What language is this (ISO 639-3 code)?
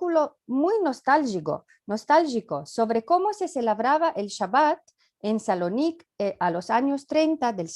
lad